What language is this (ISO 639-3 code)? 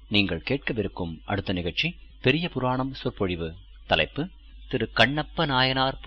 tam